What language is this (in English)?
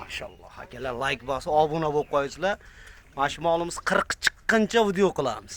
Uzbek